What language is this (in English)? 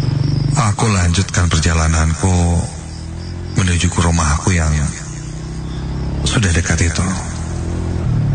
Indonesian